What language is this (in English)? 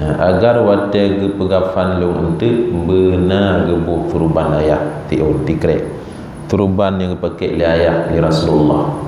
Achinese